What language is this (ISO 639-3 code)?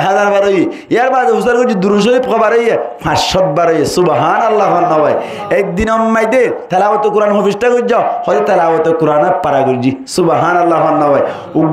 rhg